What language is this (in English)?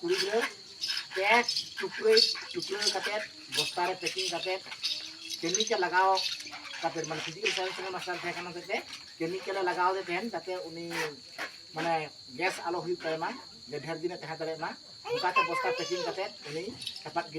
Santali